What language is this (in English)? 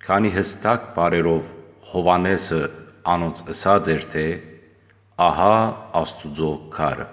Western Armenian